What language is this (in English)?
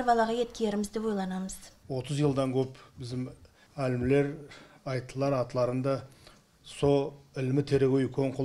Nogai